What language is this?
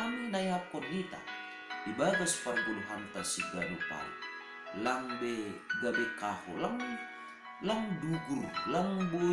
Batak Simalungun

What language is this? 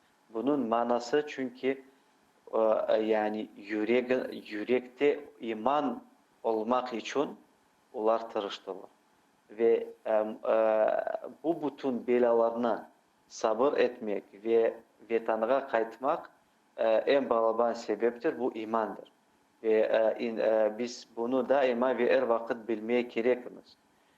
Crimean Tatar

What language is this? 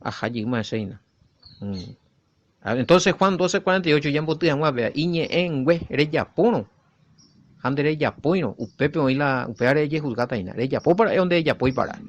Guarani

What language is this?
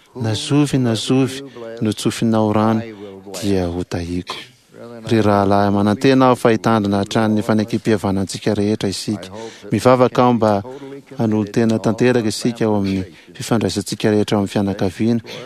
Malagasy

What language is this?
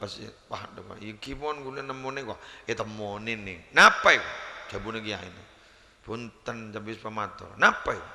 Madurese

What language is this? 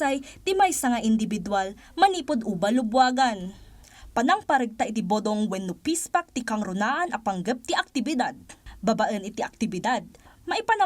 Iloko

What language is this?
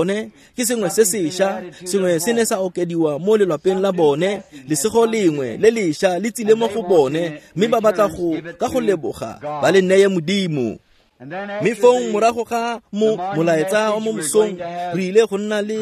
Tswana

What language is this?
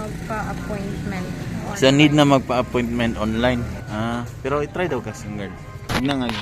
Cebuano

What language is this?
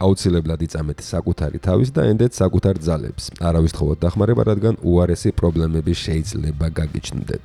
Georgian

